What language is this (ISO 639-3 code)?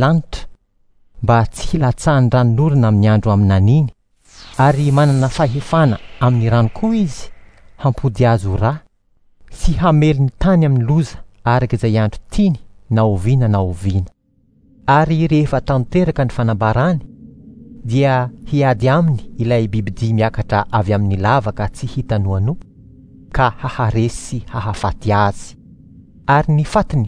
mlg